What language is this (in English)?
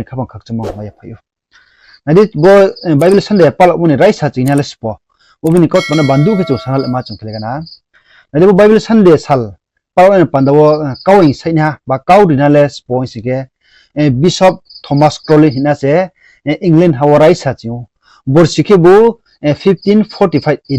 Riang (India)